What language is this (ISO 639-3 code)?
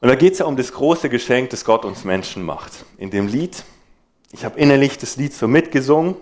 gsw